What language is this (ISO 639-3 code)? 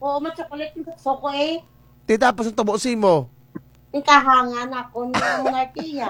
krj